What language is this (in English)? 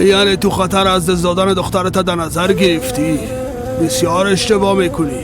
Persian